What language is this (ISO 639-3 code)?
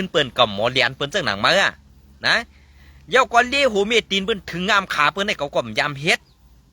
shn